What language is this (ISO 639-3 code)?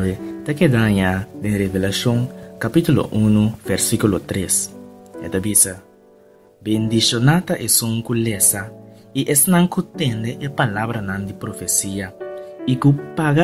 pap